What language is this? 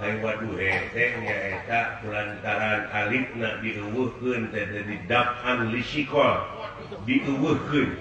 Sundanese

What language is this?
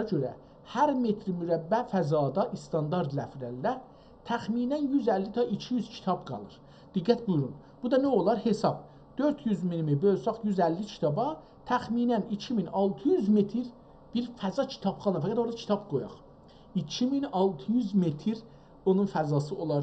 South Azerbaijani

